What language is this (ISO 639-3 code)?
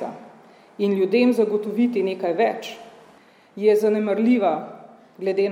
slv